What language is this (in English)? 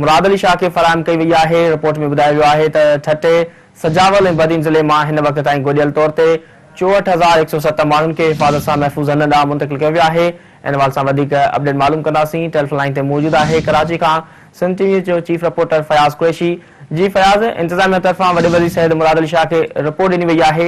Sindhi